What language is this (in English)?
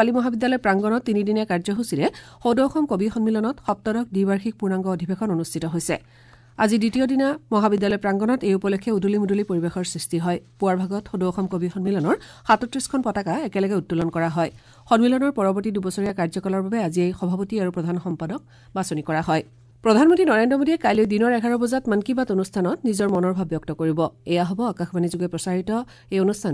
Assamese